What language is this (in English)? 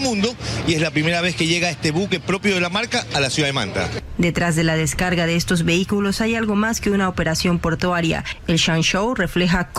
Spanish